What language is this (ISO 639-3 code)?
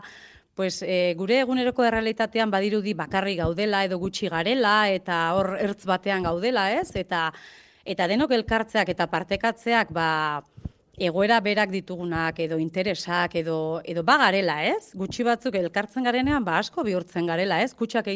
eus